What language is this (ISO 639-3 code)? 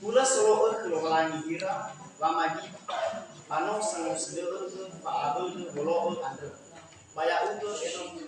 nia